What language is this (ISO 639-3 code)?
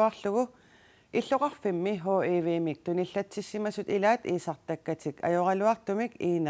kal